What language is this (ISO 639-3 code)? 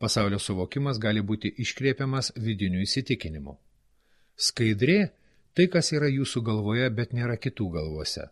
lit